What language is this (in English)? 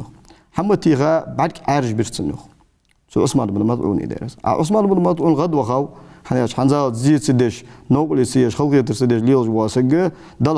Ingush